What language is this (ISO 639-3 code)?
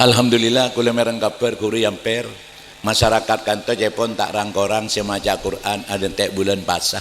mad